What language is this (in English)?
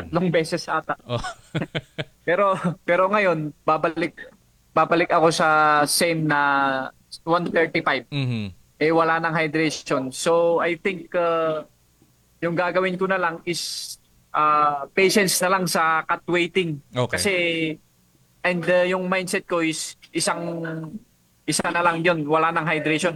Filipino